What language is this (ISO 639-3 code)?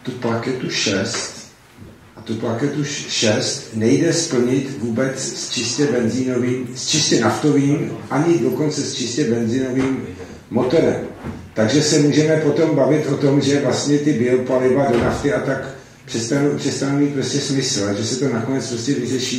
ces